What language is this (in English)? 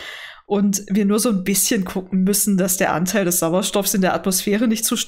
German